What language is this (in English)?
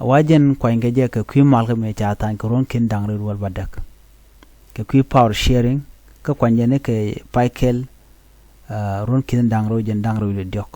Nuer